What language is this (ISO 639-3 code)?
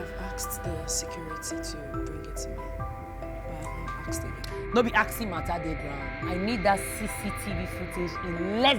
pcm